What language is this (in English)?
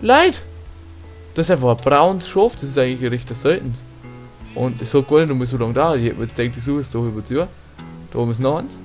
Bavarian